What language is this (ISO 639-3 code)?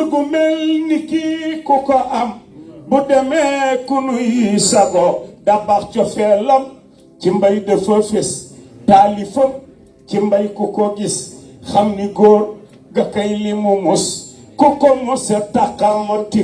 wol